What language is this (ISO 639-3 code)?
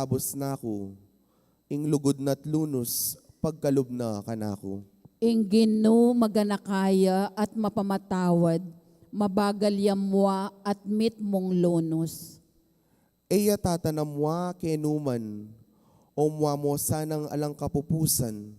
pam